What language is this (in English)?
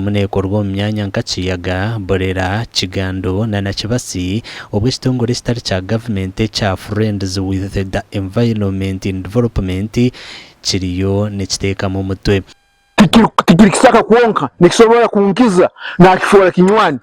Nyankole